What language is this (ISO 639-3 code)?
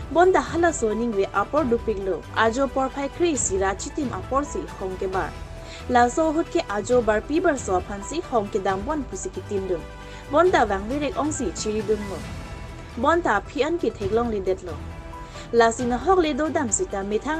mjw